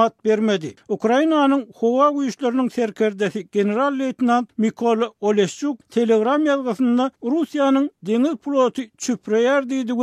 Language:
Turkmen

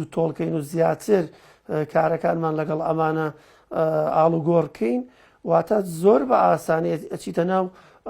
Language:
Central Kurdish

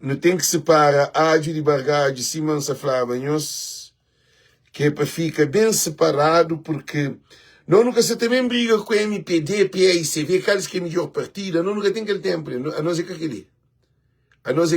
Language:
Kabuverdianu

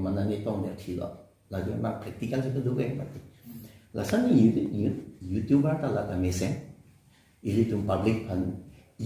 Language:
Karbi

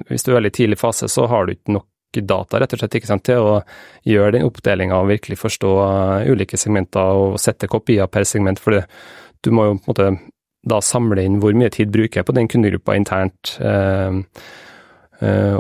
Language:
Norwegian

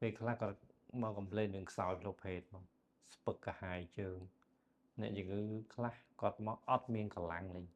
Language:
Khmer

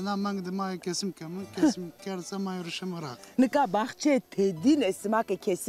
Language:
Zaza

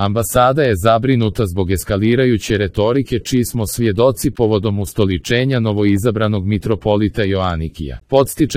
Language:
Serbian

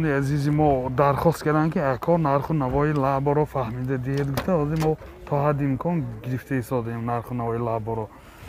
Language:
Tajik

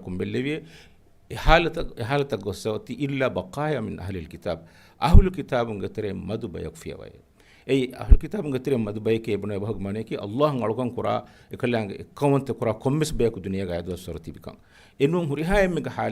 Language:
Divehi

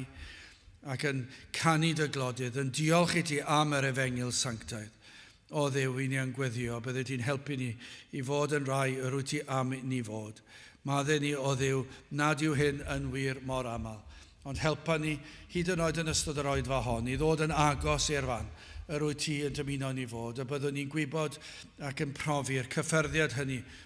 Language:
Welsh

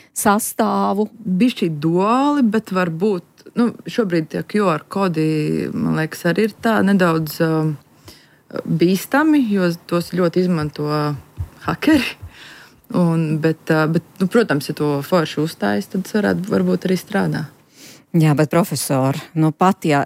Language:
Latvian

